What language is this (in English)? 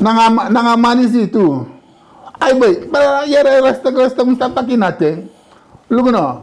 Sranan Tongo